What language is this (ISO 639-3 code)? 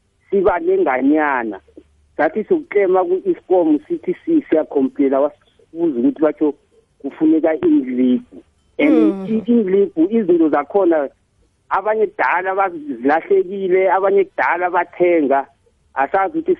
nbl